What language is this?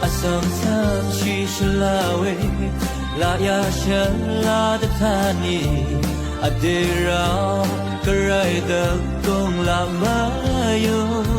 Rawang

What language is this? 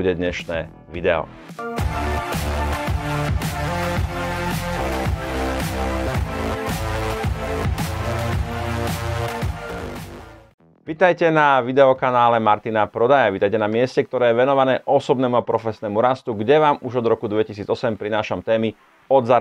Slovak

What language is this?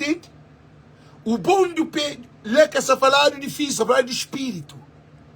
Kabuverdianu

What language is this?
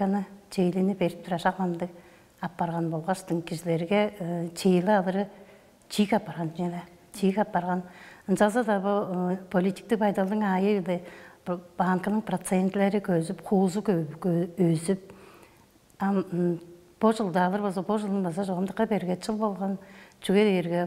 Tuvinian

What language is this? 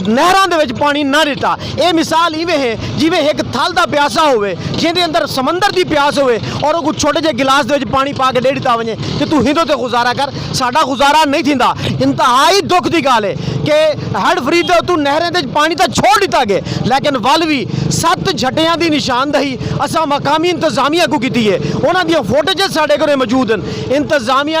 Saraiki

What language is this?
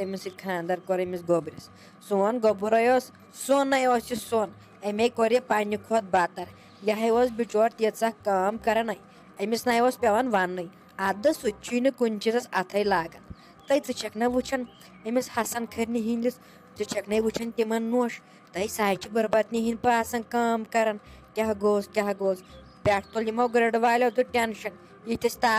Kashmiri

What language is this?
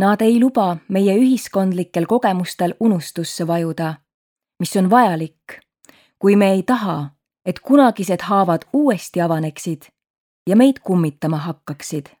Estonian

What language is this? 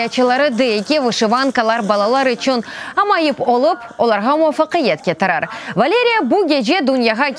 Crimean Tatar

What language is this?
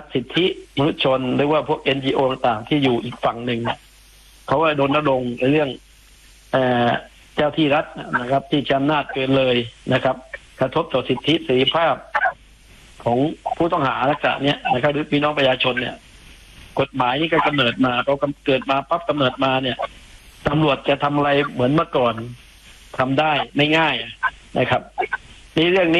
Thai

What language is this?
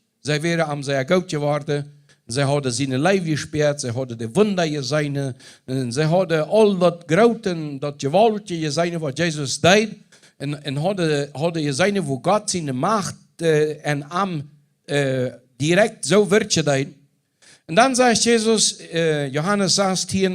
Plautdietsch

